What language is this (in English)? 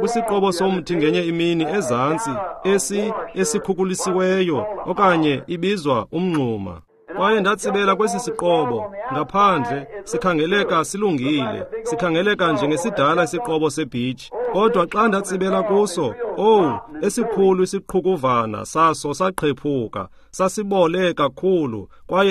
Xhosa